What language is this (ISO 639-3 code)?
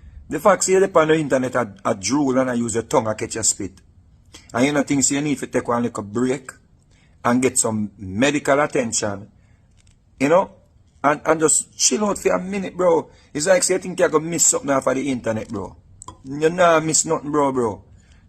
jam